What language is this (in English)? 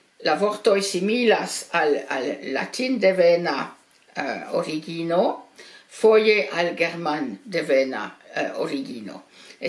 Esperanto